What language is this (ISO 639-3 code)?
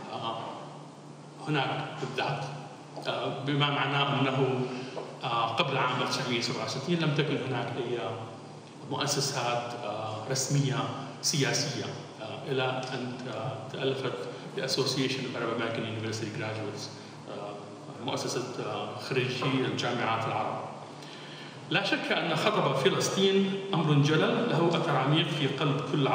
ara